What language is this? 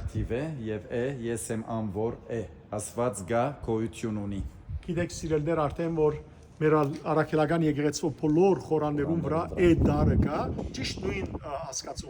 Western Armenian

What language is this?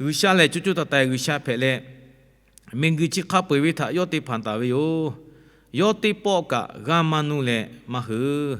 Lahu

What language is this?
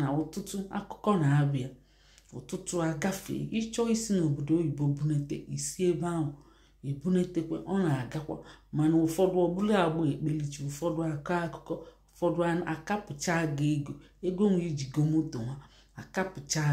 Igbo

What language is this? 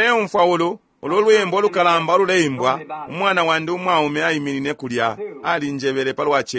Bemba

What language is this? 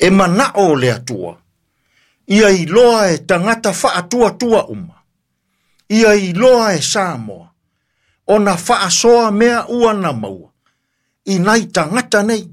Samoan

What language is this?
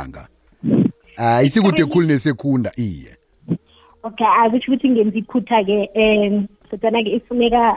South Ndebele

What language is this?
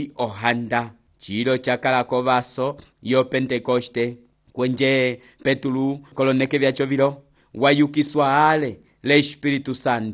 Umbundu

